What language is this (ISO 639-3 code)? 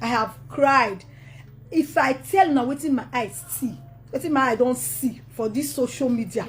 pcm